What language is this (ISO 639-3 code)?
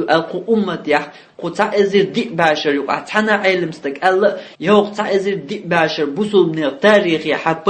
che